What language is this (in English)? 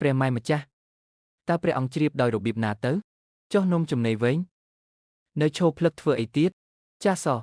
Khmer